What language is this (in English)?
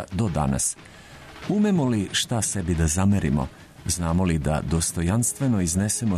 Serbian